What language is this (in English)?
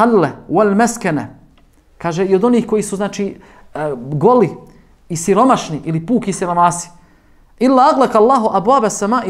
Bosnian